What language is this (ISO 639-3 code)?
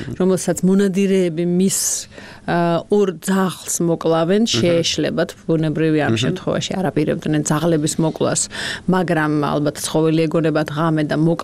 kat